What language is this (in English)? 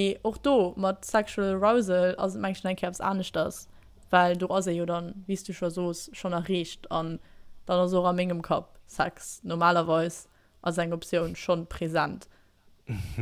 Luxembourgish